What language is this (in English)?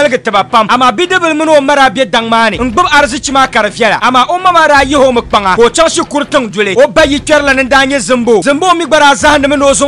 Dagbani